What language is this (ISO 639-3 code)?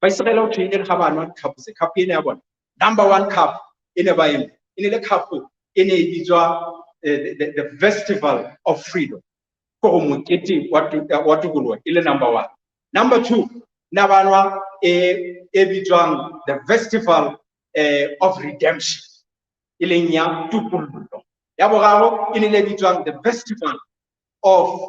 sot